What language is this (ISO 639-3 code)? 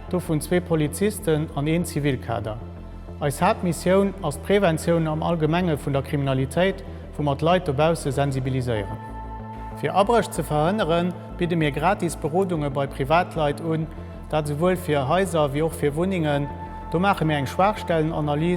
ltz